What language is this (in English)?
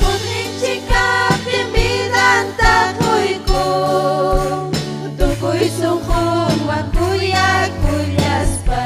Ayacucho Quechua